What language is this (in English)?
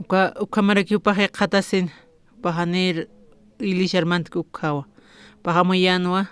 Aymara